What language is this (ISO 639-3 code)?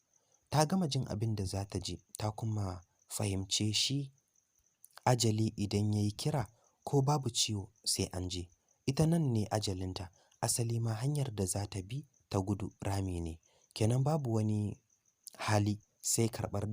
hau